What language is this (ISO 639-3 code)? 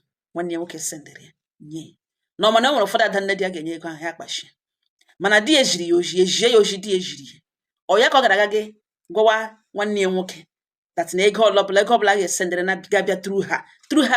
ibo